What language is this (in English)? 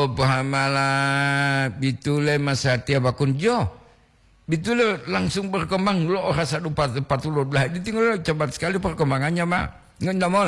Gorontalo